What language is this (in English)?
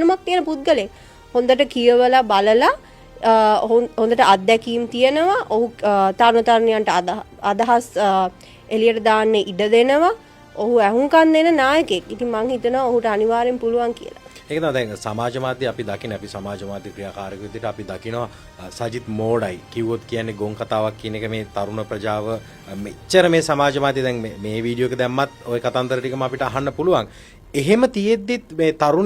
Sinhala